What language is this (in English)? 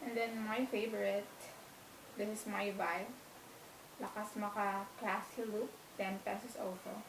Hiligaynon